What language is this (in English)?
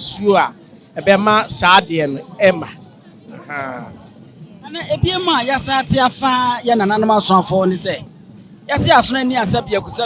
Akan